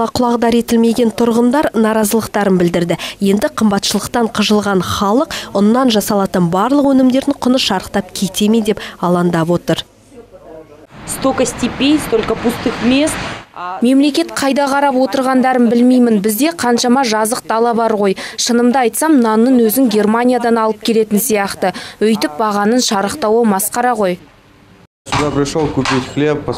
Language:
Kazakh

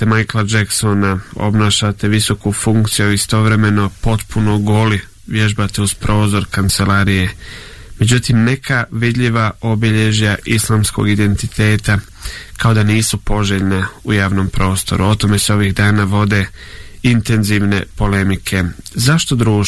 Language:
Bosnian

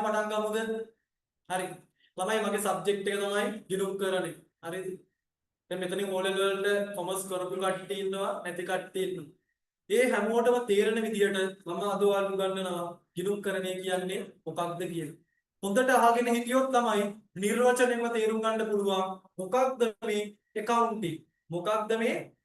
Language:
Sinhala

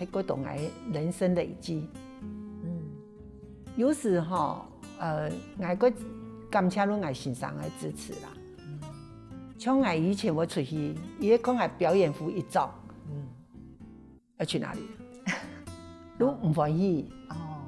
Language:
Hakka Chinese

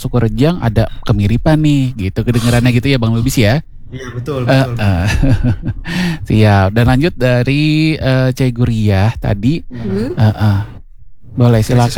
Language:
Indonesian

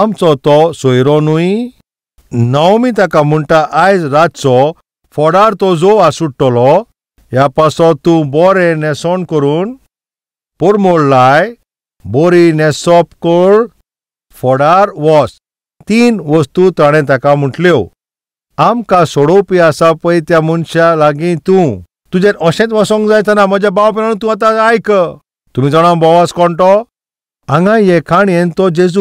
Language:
Konkani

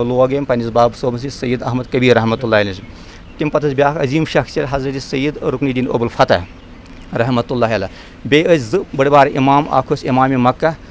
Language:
Kashmiri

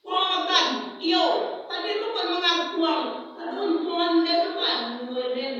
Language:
Minangkabau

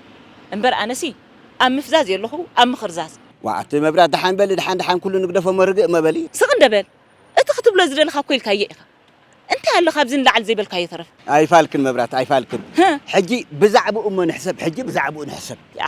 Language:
Tigrinya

